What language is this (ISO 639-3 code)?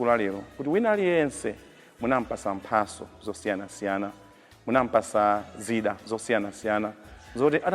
nya